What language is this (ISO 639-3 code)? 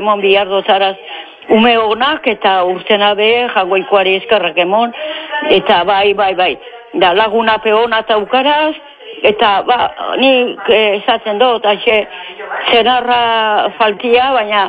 eus